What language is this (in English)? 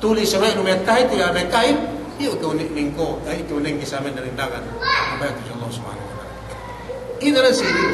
Yakan